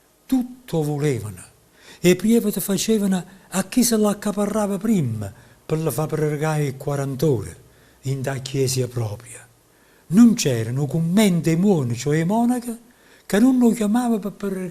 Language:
Neapolitan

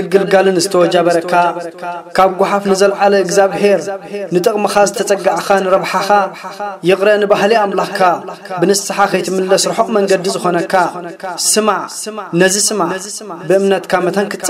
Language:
Tigrinya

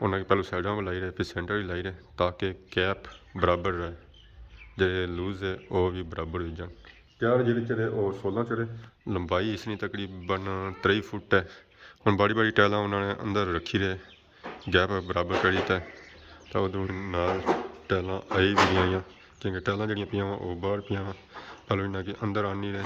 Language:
Pahari-Potwari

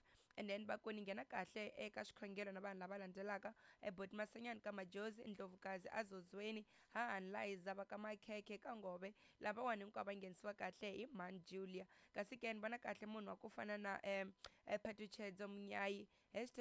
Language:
Tsonga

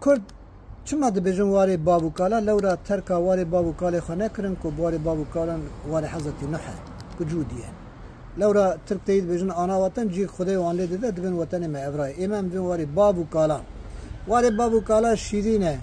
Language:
Kurdish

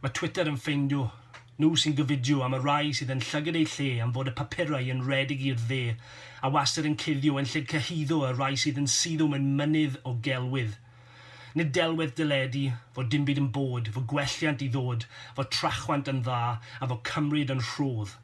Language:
Welsh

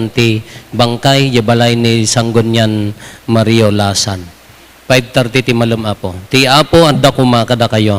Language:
Iloko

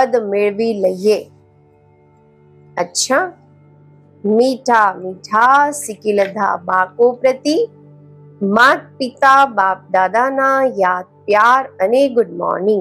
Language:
Gujarati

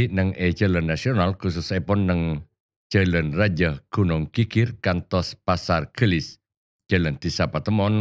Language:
Madurese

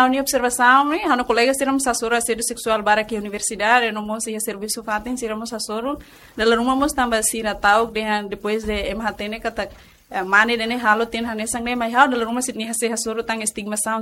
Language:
Tetum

